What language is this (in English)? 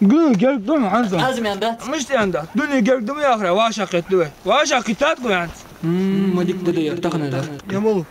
Ingush